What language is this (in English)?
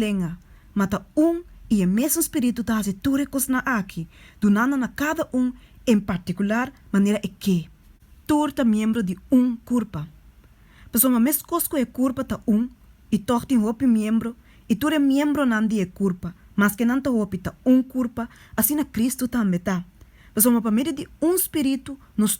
Papiamento